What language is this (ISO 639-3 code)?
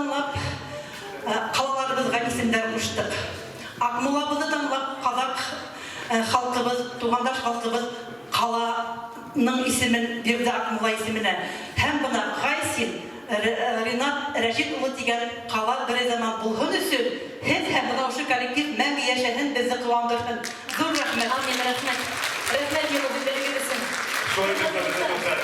bak